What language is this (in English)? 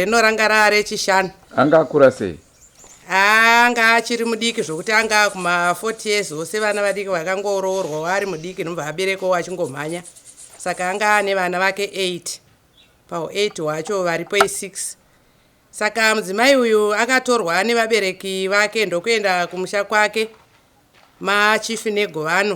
Shona